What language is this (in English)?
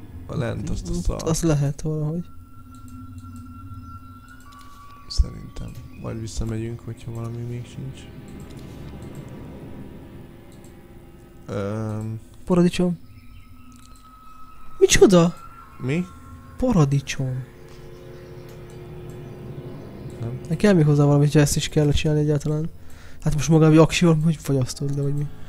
Hungarian